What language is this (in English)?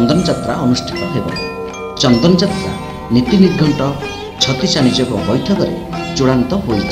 Odia